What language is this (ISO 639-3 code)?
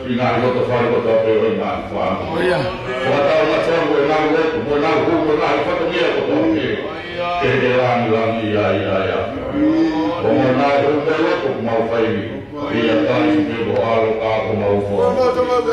ton